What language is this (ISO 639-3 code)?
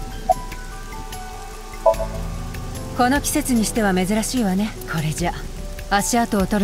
jpn